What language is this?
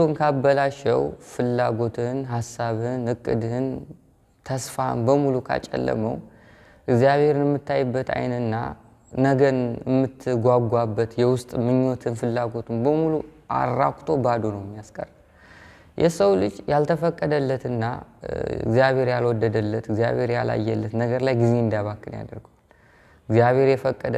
Amharic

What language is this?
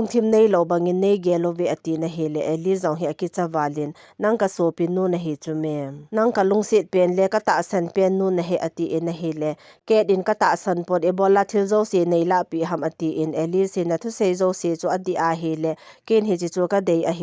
Thado Chin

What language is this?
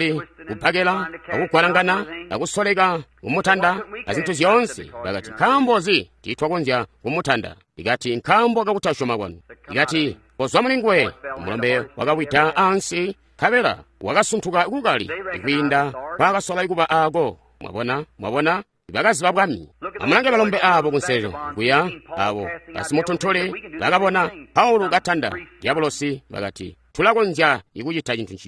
Tonga (Zambia)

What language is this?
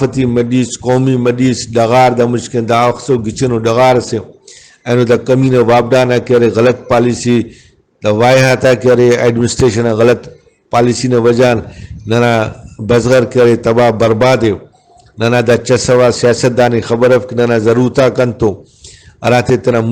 Brahui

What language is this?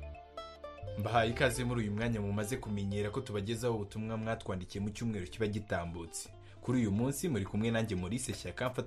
Kinyarwanda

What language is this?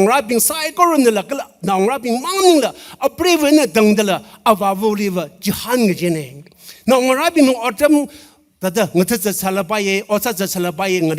Tangkhul Naga (India)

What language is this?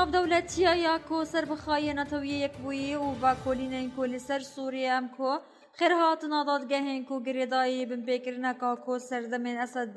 Kurdish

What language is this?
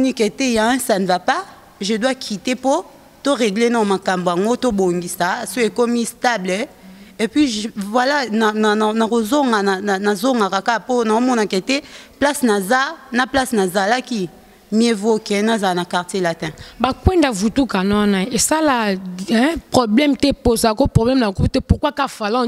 Lingala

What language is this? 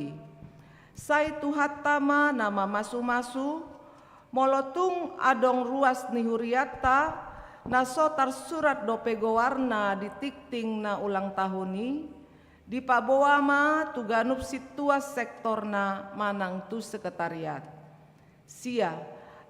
Batak Toba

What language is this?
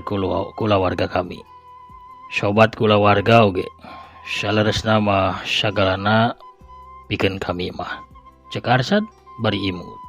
Sundanese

